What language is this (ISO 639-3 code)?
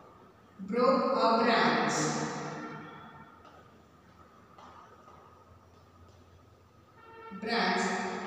guj